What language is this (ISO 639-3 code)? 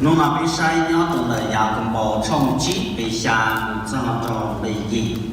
hmn